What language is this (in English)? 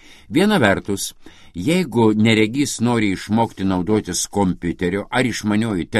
Lithuanian